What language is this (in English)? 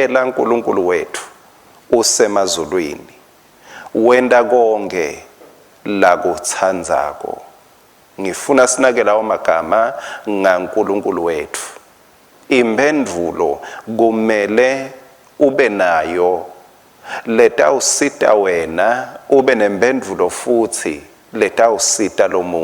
Swati